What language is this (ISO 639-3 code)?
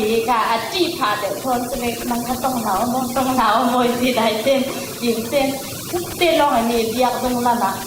cfm